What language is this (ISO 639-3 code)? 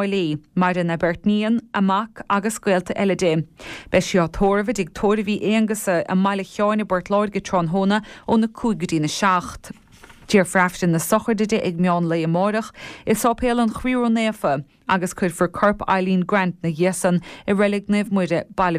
gle